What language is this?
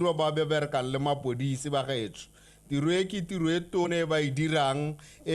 Tswana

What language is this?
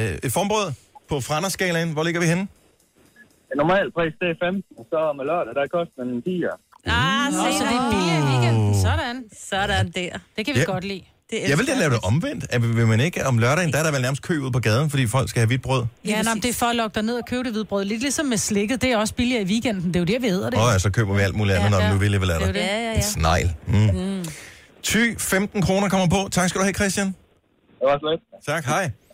Danish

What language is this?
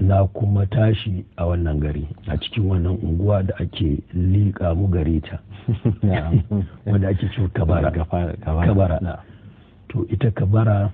Hausa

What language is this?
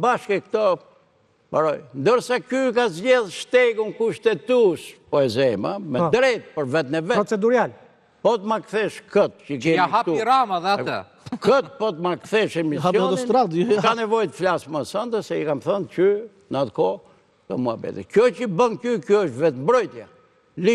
Albanian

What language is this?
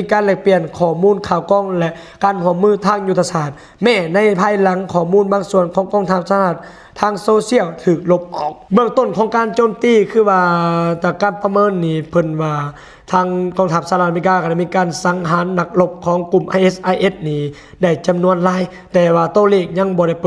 Lao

